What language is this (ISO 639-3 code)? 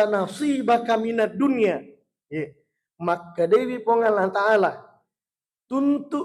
bug